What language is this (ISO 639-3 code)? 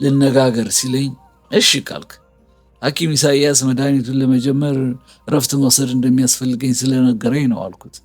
amh